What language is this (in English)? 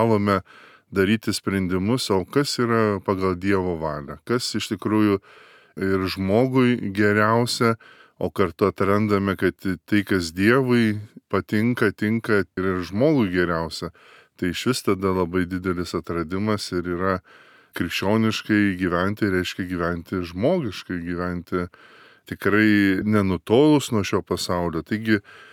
Lithuanian